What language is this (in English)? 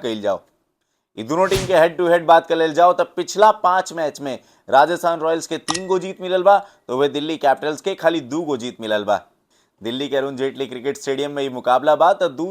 Bhojpuri